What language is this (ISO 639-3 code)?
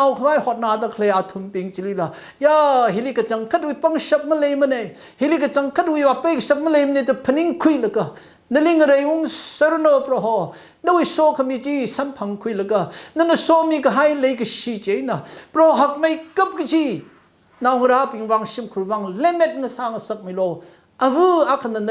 nmf